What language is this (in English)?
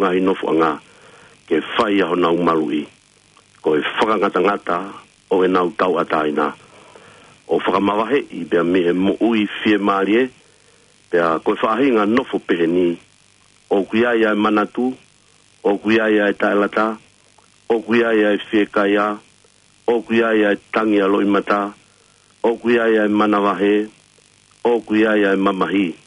Tongan